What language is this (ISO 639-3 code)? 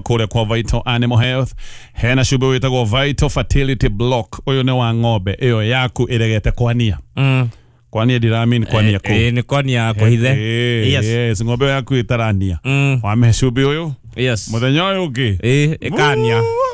kik